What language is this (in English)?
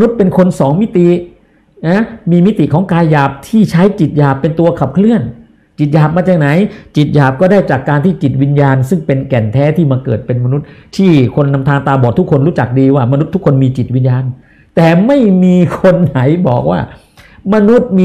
Thai